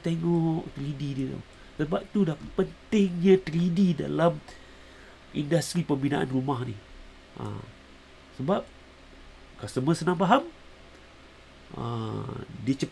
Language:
Malay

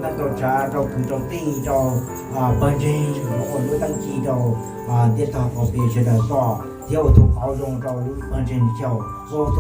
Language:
Hmong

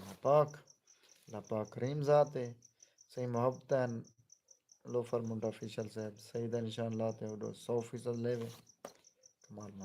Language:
Saraiki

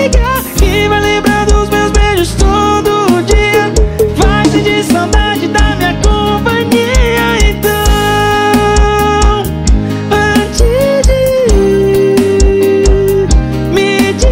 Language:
Portuguese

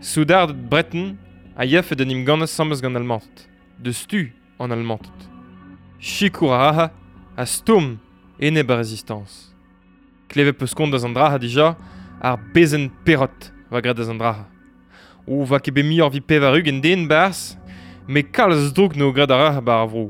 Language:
Breton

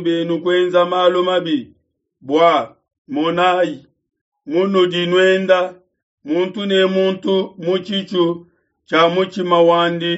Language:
Luba-Lulua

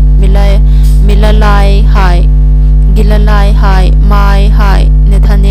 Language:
Hmar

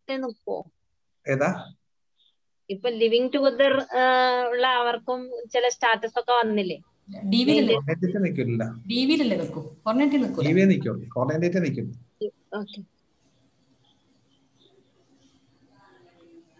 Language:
Malayalam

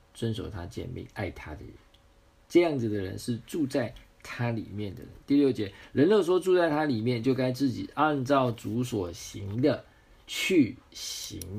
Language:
Chinese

